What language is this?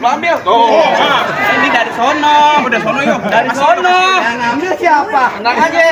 Betawi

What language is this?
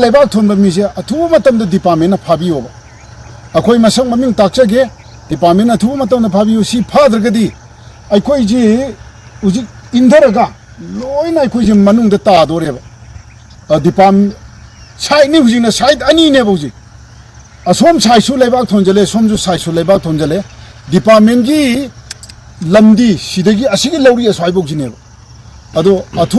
Manipuri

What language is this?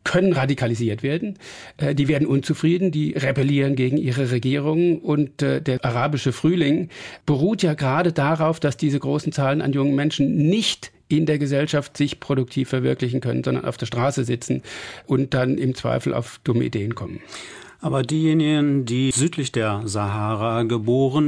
German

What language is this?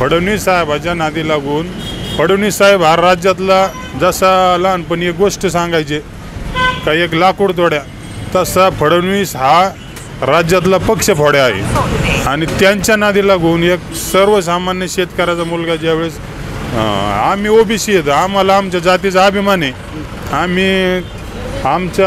Marathi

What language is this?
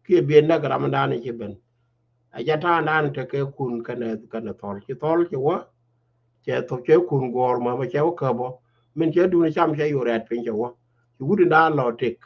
Nuer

